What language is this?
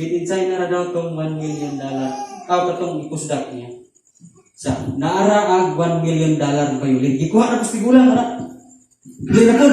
Cebuano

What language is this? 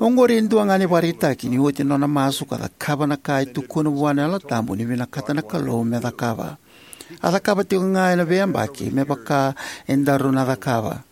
Fijian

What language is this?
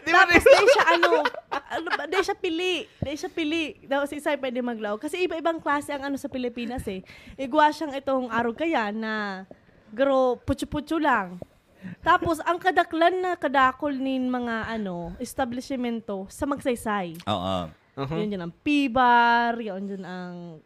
Bikol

